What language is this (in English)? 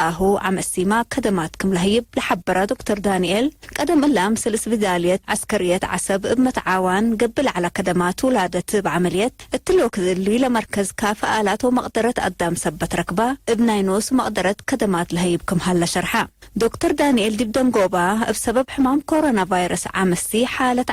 Tigre